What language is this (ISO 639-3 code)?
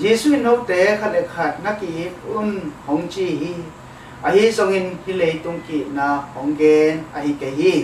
ctd